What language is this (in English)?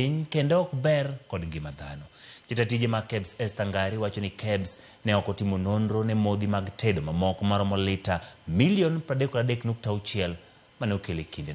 Luo (Kenya and Tanzania)